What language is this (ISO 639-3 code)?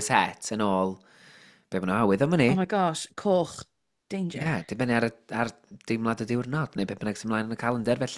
cym